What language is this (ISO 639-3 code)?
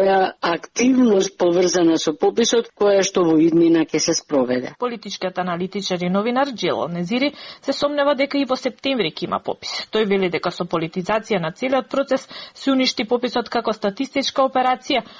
mkd